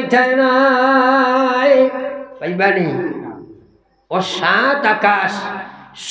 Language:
Sylheti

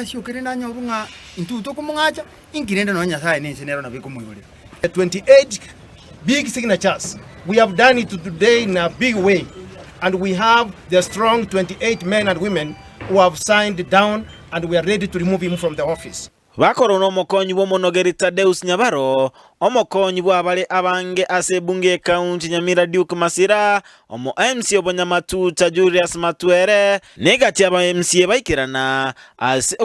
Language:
Gusii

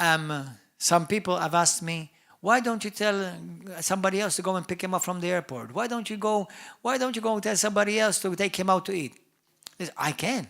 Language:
English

